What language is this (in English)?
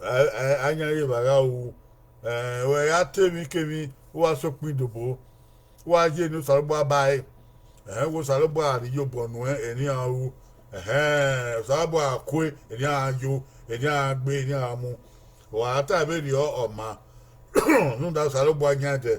Bini